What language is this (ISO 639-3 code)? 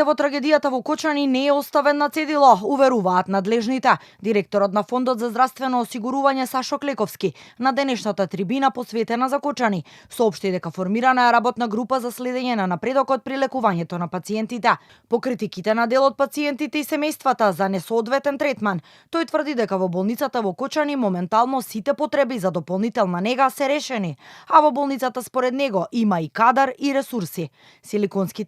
mkd